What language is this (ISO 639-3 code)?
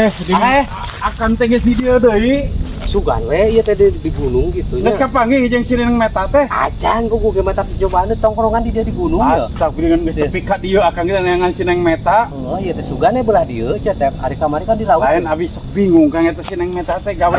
sun